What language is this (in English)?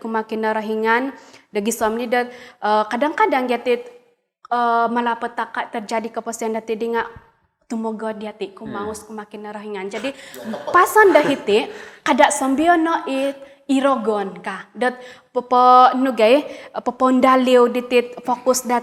Central Dusun